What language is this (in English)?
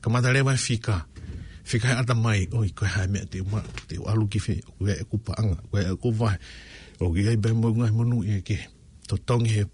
Tongan